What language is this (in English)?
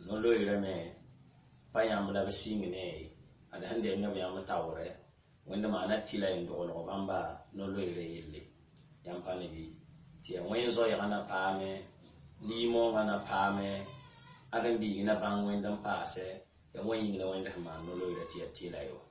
Mossi